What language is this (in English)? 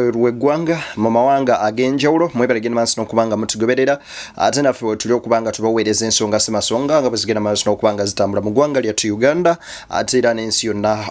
Ganda